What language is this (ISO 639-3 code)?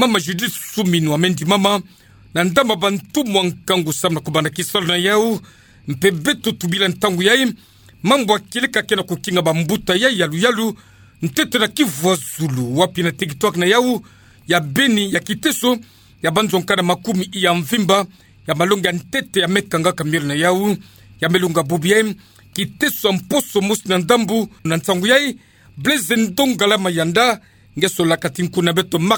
ktu